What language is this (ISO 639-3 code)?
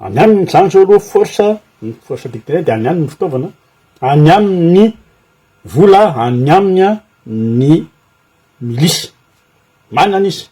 mlg